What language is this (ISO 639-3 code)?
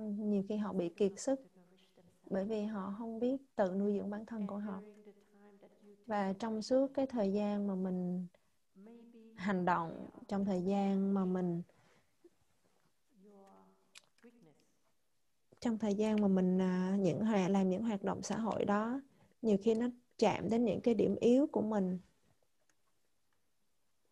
vie